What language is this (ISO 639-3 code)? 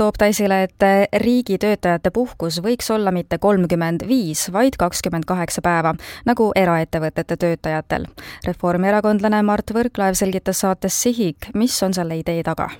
est